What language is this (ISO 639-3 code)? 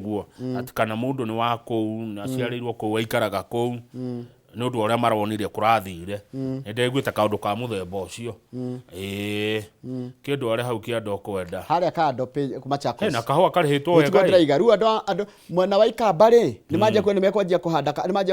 kik